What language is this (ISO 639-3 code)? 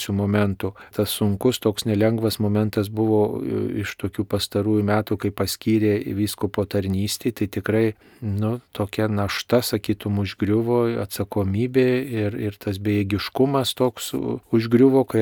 lit